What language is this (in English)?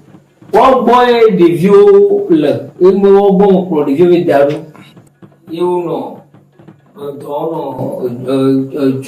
Ewe